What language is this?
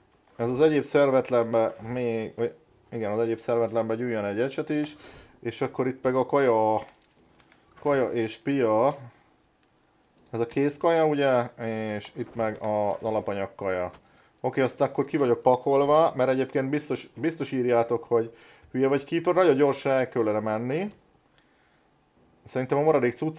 Hungarian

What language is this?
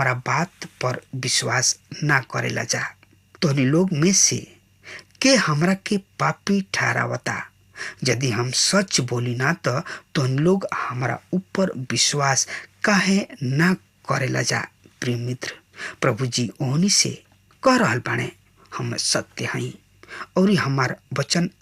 Bhojpuri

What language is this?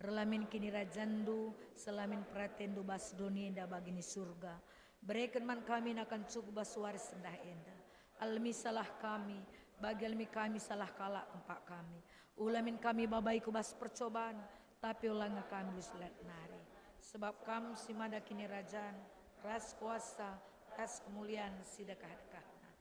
Batak Karo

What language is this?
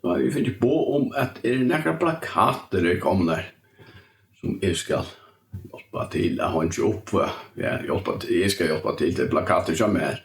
Faroese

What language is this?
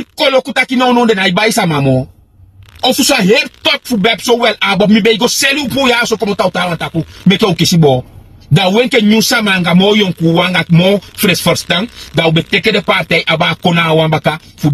Sranan Tongo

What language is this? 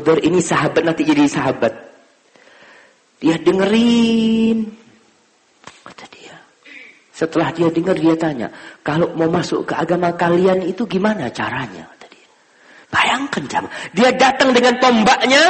Indonesian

